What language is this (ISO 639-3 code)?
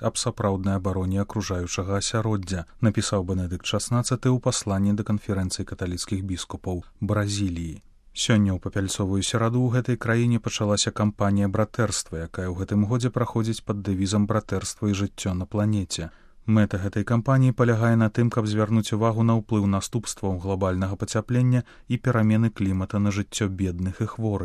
bel